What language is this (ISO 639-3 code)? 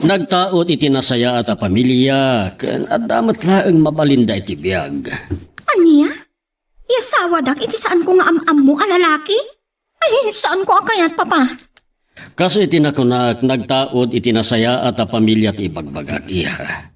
ilo